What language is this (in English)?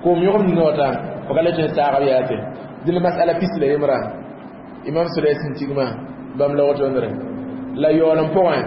Mossi